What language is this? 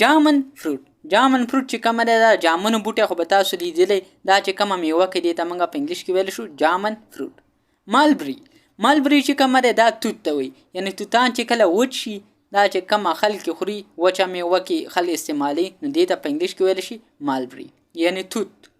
Pashto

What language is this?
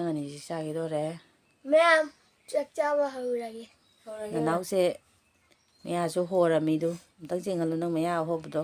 Manipuri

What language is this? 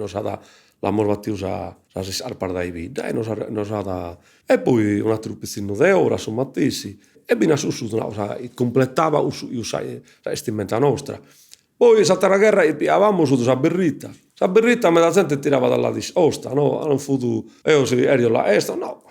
Sardinian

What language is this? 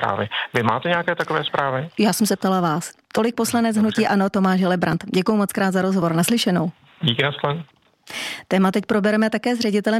Czech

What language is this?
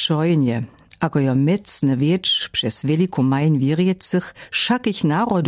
Lower Sorbian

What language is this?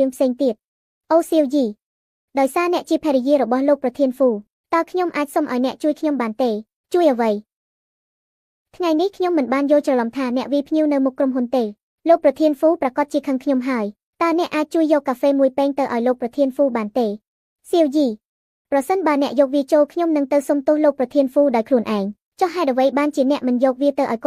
Khmer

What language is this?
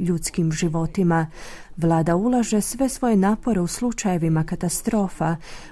Croatian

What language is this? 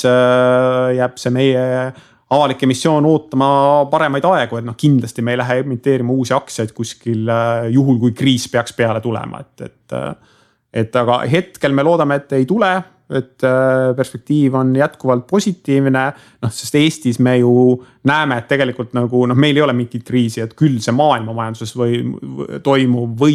Estonian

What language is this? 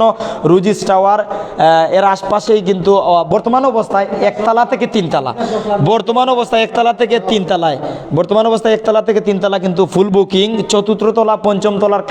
Sylheti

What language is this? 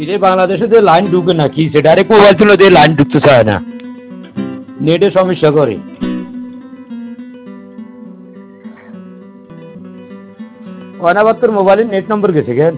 Bangla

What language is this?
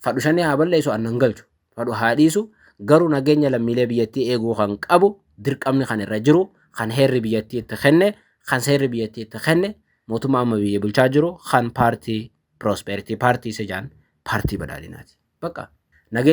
Oromo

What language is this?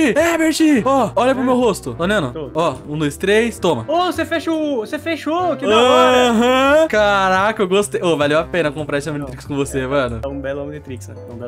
Portuguese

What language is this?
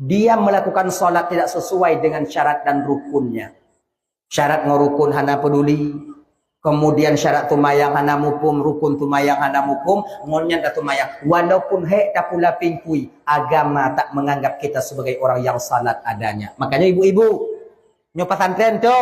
Achinese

